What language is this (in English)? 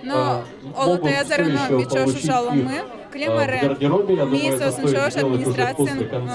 Udmurt